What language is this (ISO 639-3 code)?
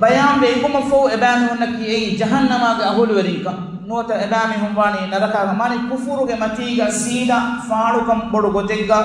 div